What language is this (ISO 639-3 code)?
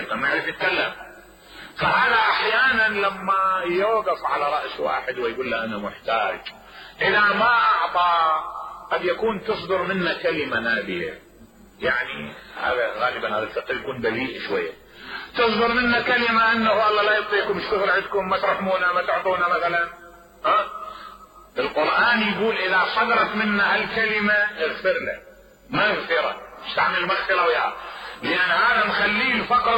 acm